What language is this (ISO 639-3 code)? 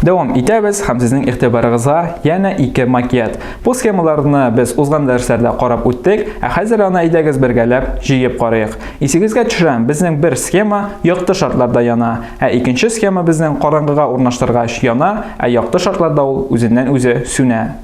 tat